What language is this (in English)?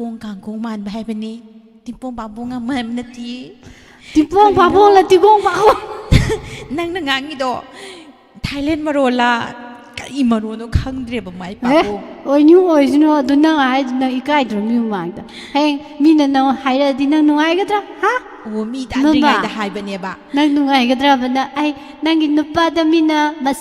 Manipuri